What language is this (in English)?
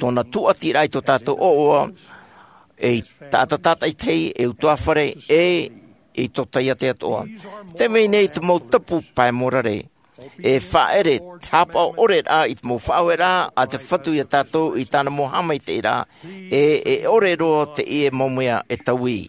Tahitian